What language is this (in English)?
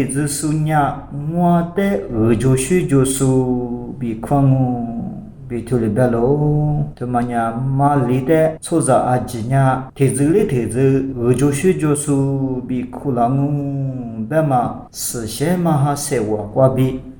Lisu